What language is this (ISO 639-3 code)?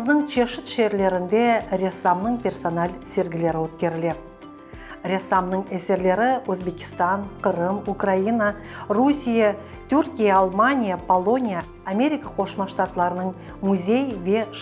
crh